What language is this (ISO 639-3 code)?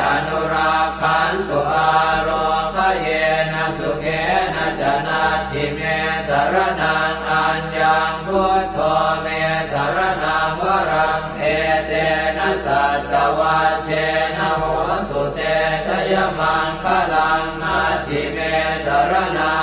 pli